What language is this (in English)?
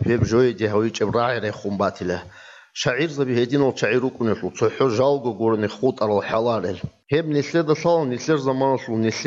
Avaric